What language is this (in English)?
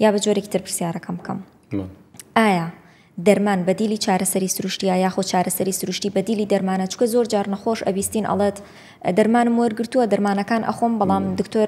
Central Kurdish